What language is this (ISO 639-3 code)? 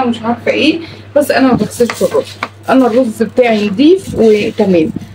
arz